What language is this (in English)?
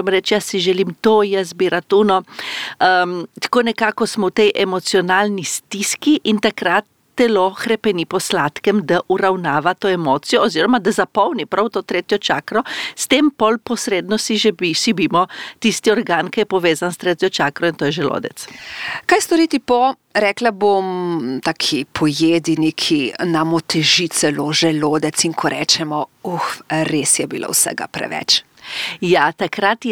Slovenian